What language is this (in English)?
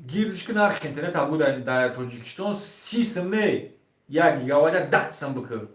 Tajik